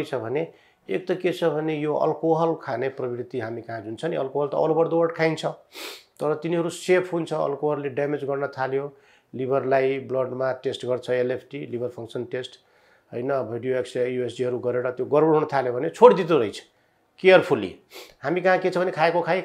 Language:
Nepali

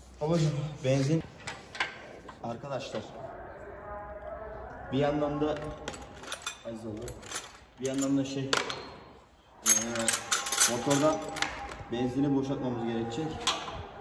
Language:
Turkish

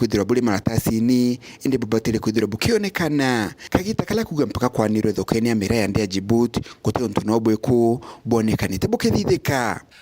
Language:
Meru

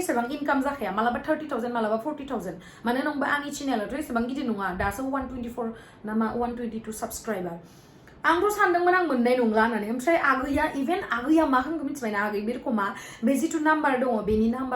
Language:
Bodo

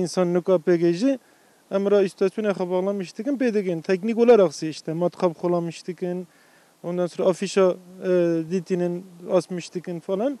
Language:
Kurdish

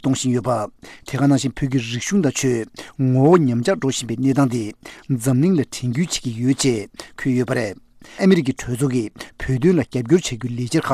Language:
Tibetan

